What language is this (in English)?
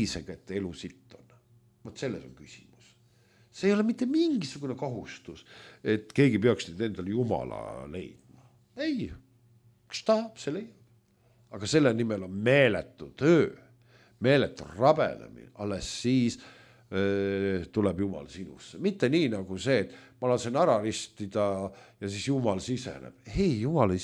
Estonian